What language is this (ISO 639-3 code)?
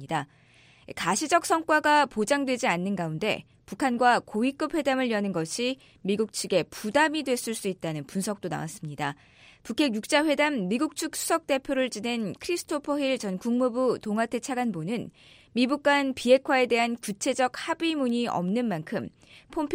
kor